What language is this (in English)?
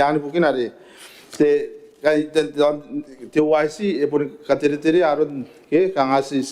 Gilbertese